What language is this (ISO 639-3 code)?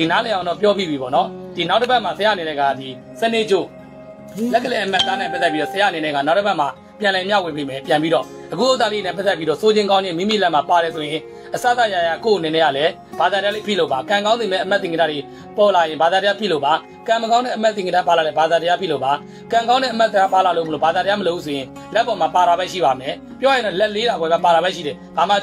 mya